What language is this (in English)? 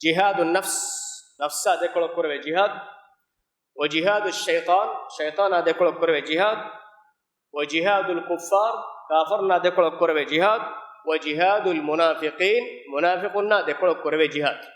Divehi